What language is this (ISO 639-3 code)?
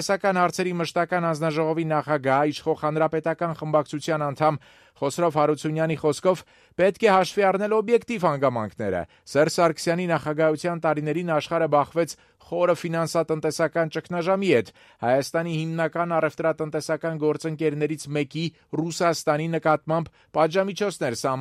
hye